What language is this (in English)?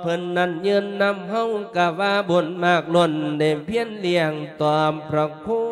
Lao